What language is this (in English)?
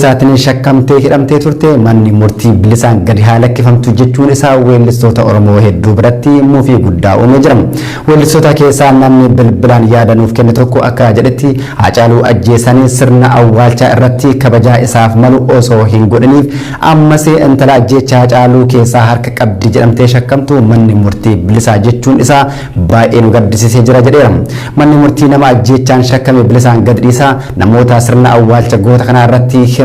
Oromo